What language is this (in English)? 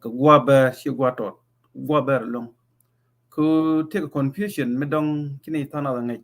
Nuer